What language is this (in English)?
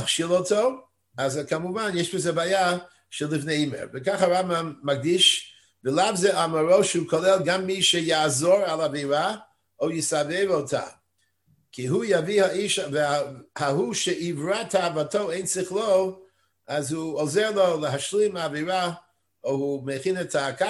Hebrew